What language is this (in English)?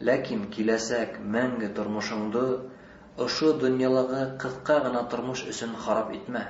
Bashkir